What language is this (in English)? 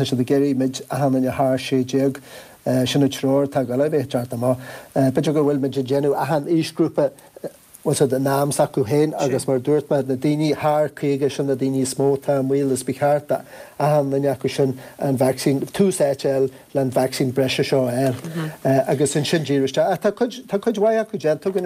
Irish